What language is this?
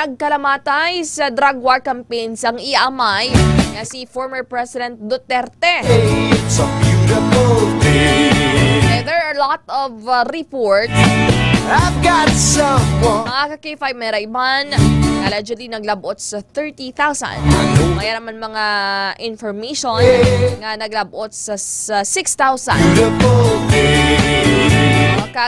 Hiligaynon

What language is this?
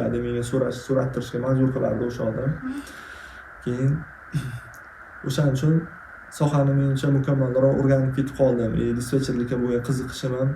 Uzbek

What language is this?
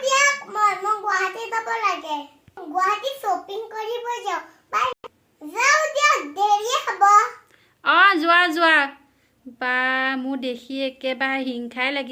Assamese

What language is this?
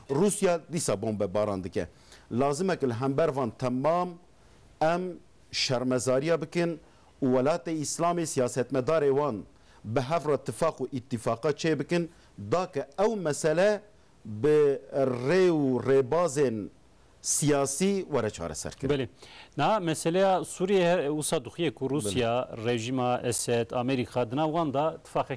Kurdish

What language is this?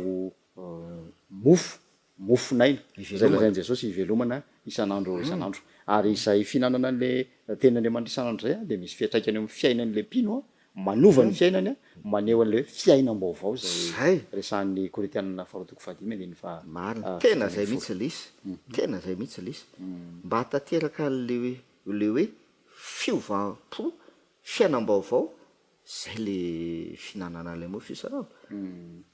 Malagasy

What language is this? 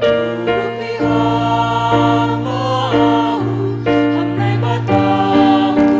Batak Simalungun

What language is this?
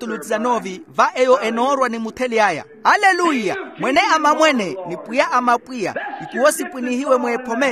Makhuwa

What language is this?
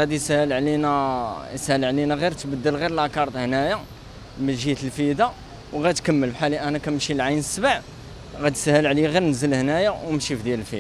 Moroccan Arabic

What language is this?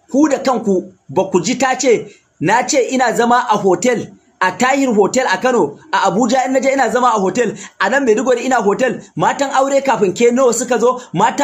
Hausa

